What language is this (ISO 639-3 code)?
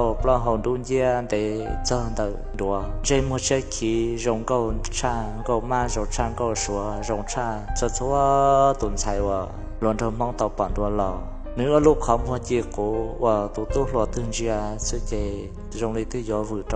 hmn